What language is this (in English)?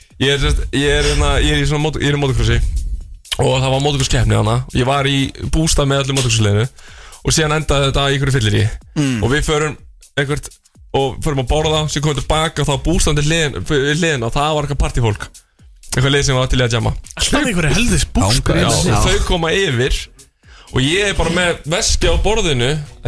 Icelandic